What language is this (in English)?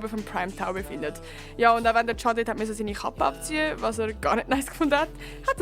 Swiss German